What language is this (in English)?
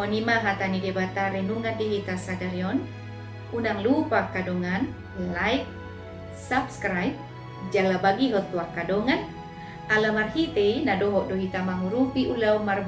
Batak Toba